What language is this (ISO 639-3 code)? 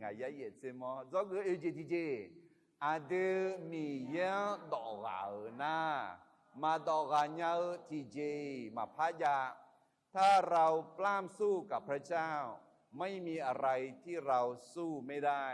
ahk